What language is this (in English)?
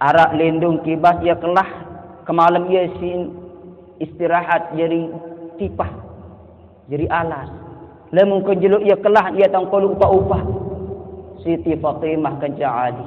Sasak